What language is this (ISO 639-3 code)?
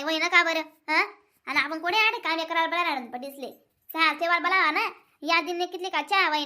khn